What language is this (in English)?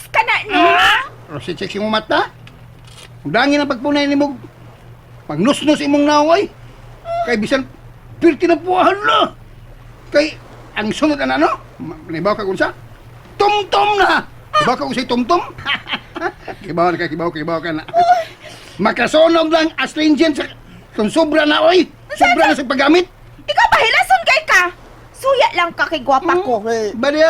Cebuano